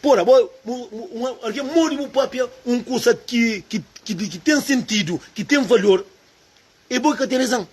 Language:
Kabuverdianu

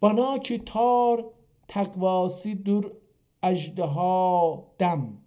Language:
South Azerbaijani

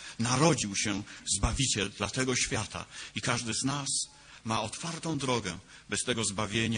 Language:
Polish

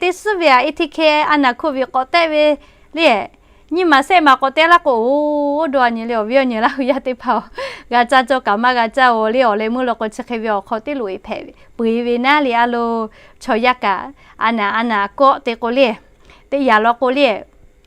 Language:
Lahu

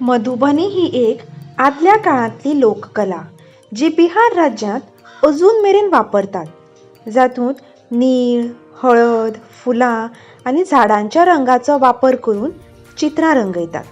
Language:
Konkani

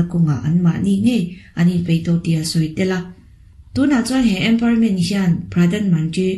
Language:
Mizo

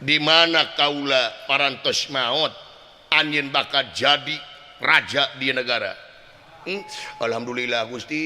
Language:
Sundanese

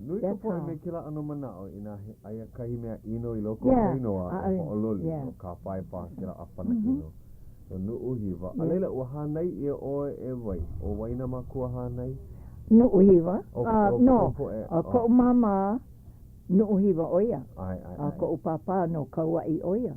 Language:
Hawaiian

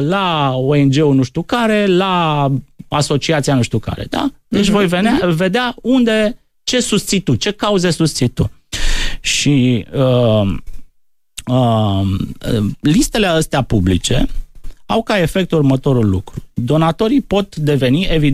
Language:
Romanian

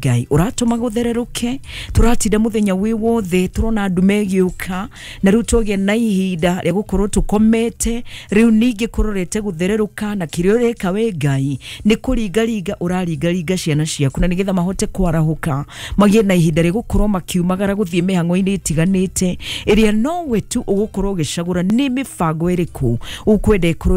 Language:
Kikuyu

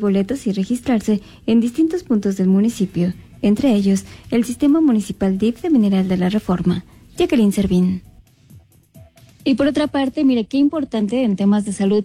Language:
Spanish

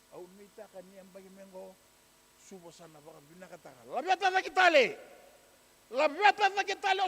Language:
Fijian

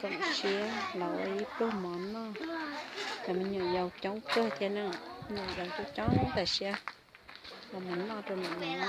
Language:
Hmong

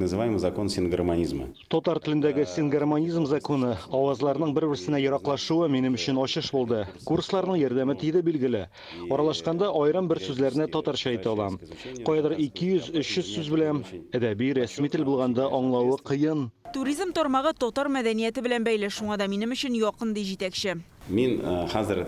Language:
Tatar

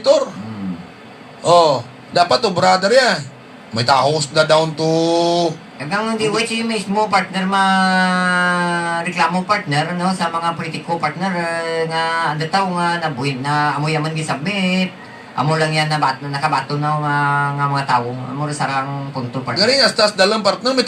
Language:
Hiligaynon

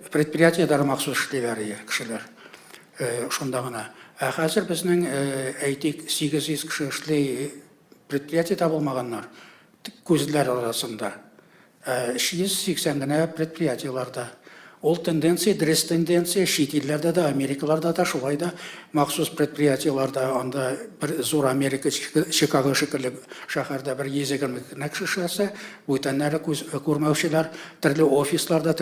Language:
Tatar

